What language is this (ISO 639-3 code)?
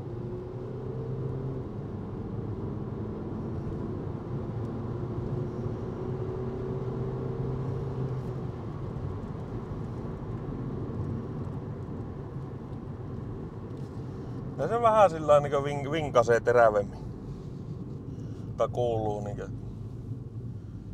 fin